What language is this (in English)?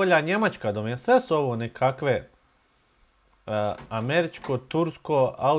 Bosnian